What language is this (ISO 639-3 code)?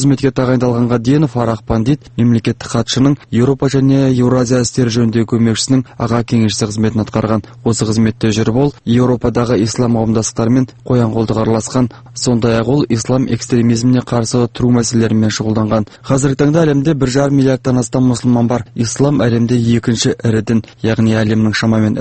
kaz